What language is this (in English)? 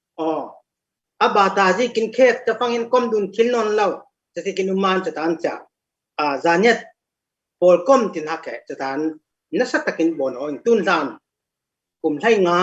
Falam Chin